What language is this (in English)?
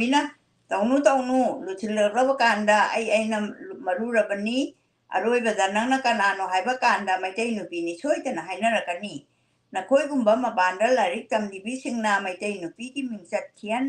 Manipuri